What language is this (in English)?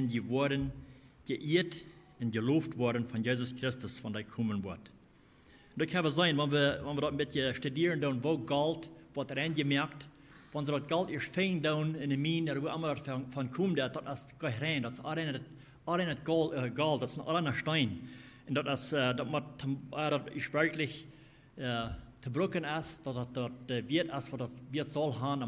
Plautdietsch